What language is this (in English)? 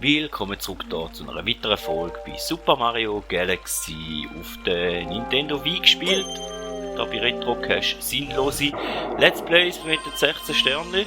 Swiss German